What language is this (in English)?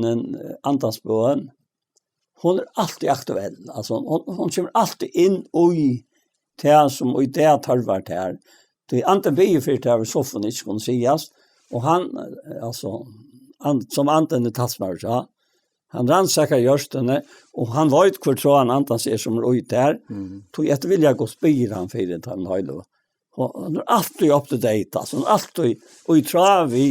Faroese